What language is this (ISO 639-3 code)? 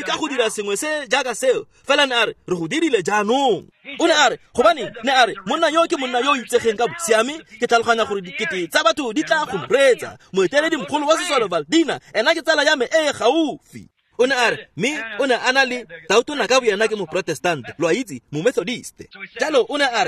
tsn